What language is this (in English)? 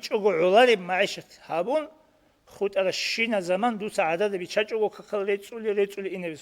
Avaric